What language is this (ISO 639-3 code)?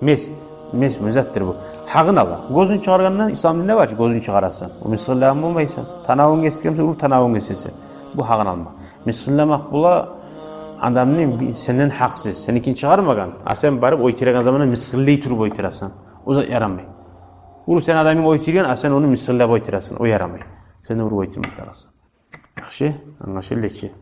kum